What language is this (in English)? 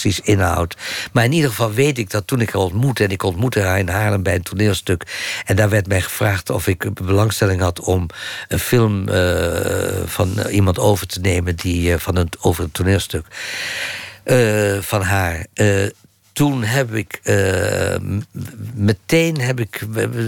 Dutch